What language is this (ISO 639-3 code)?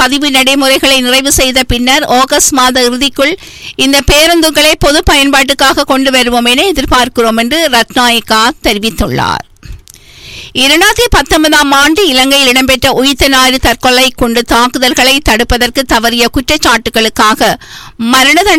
tam